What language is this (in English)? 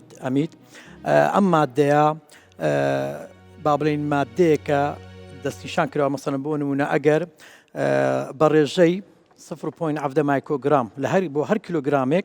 Central Kurdish